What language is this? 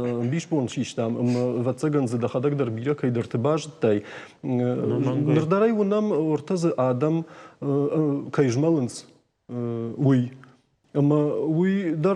Ossetic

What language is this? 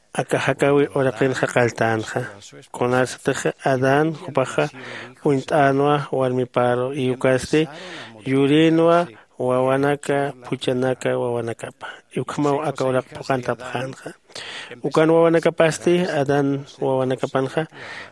Aymara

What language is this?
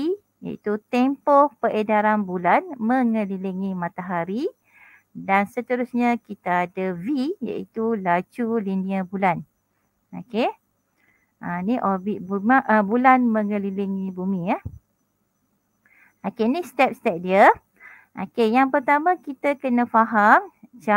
Malay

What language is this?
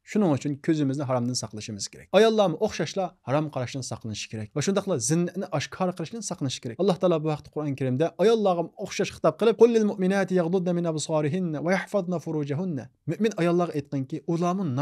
Uyghur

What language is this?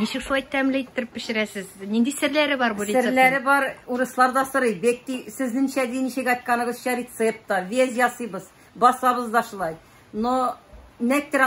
Tatar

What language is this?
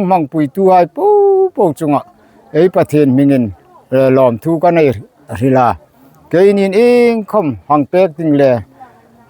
Hmar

